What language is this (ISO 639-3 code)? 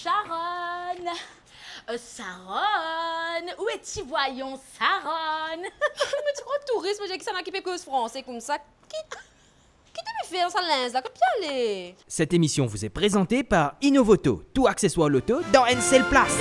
mfe